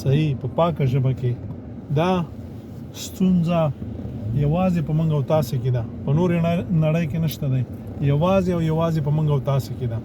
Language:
Pashto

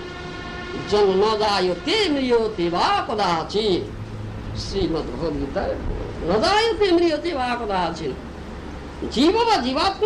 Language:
Odia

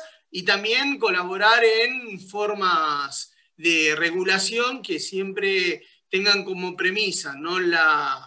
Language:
Spanish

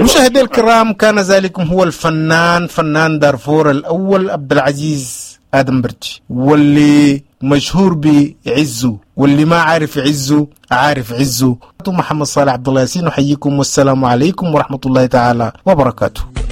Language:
Sudanese Arabic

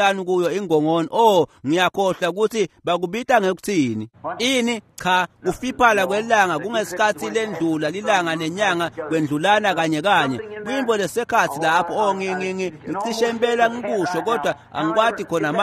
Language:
Swati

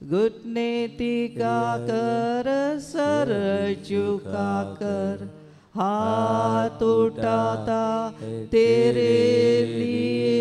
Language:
Konkani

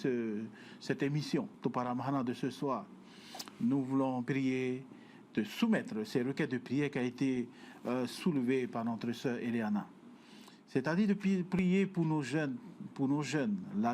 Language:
Tahitian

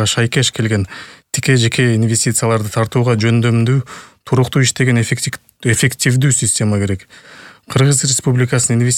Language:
Kyrgyz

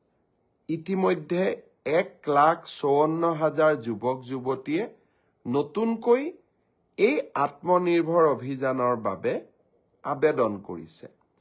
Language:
Assamese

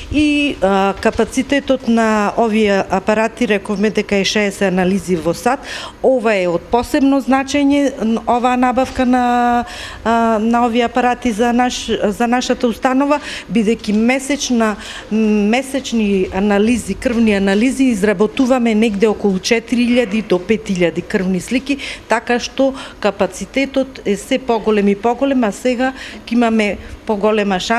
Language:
Macedonian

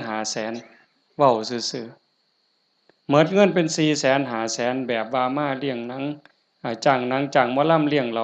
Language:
Northeastern Thai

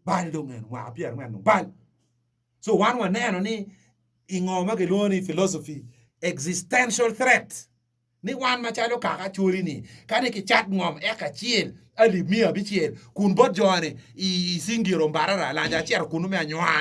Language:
Acoli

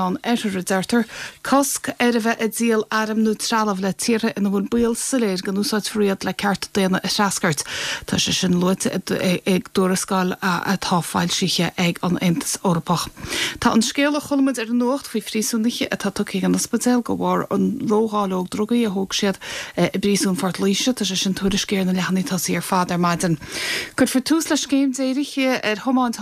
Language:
Irish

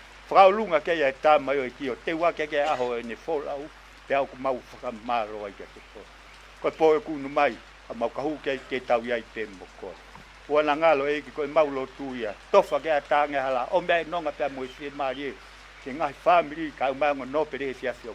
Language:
Tongan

